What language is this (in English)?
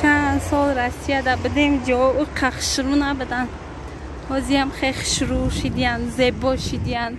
Tajik